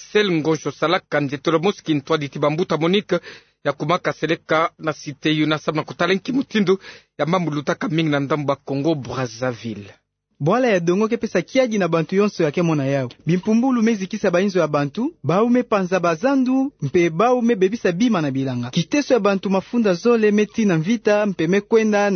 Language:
Kituba (Democratic Republic of Congo)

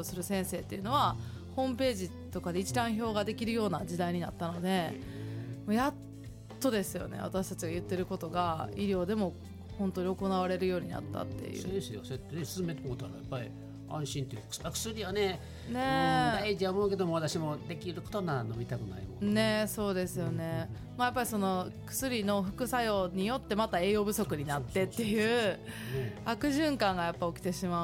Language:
Japanese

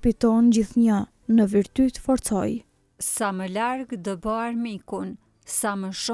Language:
Albanian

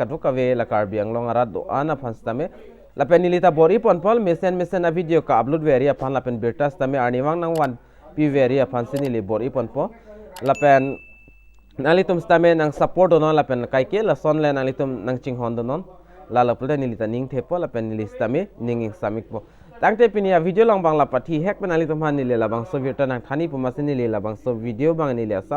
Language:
Karbi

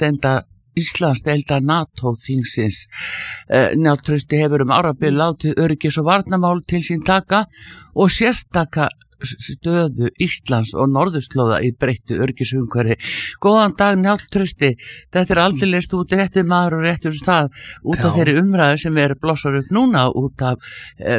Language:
Icelandic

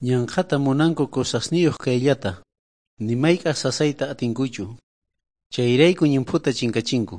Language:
South Bolivian Quechua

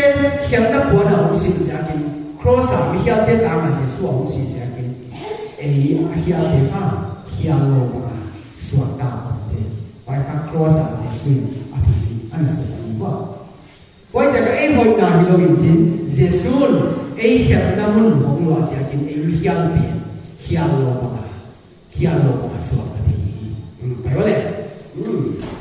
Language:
Paite Chin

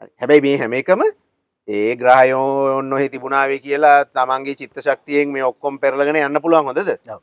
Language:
Sinhala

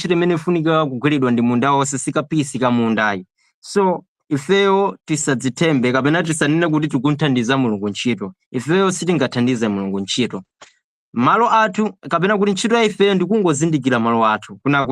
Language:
Nyanja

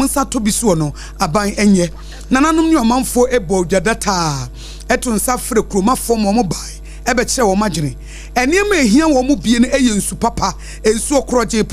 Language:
Akan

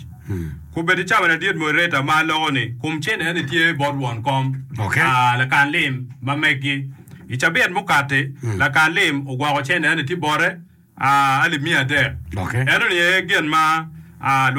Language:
Acoli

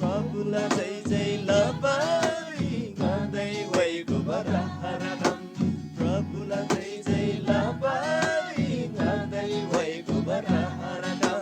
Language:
Eastern Tamang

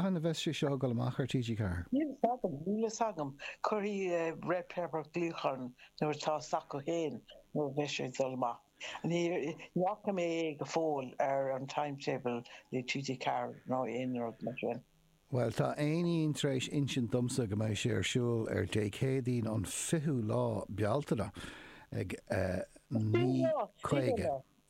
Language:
Irish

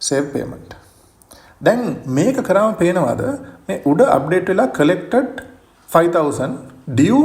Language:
Sinhala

